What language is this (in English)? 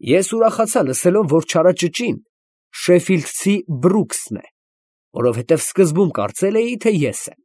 Armenian